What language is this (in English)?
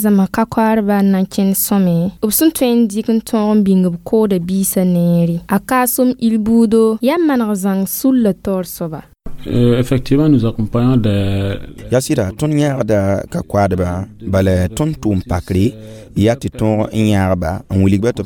Mossi